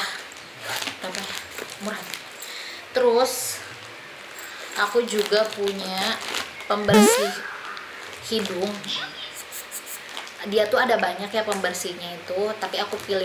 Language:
Indonesian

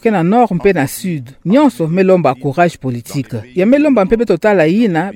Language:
Kituba (Democratic Republic of Congo)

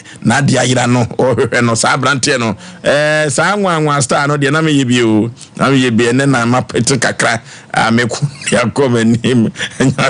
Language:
Akan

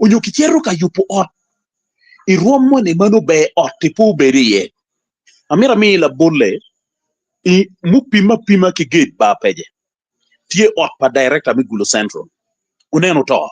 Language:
Acoli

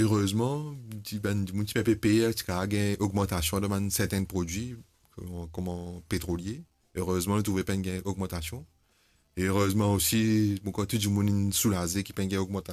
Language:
Morisyen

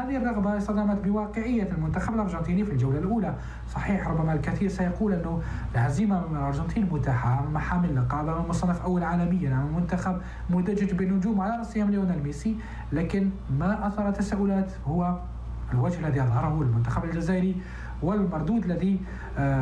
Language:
Tunisian Arabic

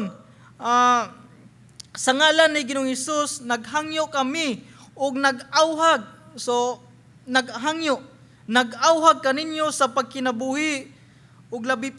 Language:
Cebuano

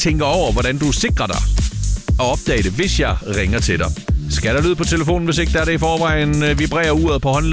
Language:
Danish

